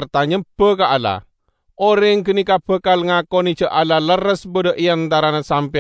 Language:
Madurese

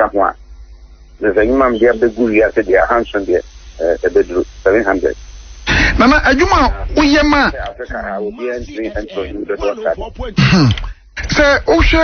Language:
Akan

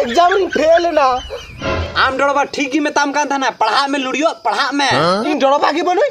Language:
Santali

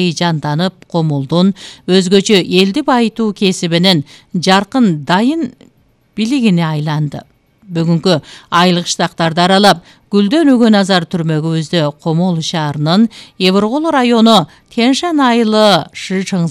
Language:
Kyrgyz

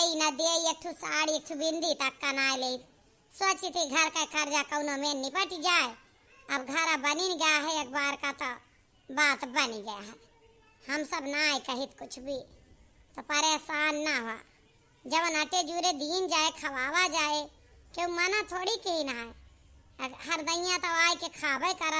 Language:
Awadhi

